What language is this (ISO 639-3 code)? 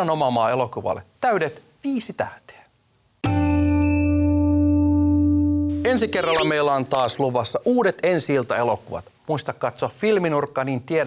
fin